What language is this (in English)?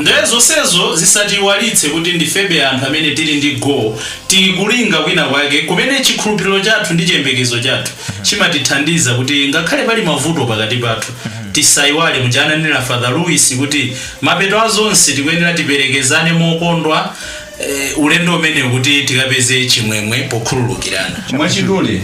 Nyanja